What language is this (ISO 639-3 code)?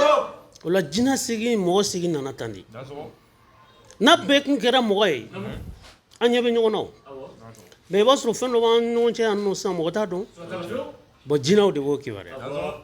bam